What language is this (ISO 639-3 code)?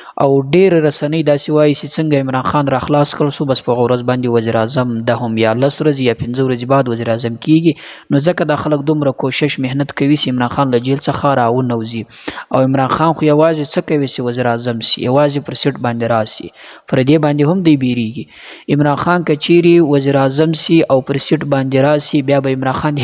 pus